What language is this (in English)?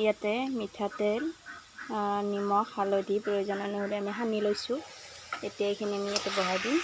Assamese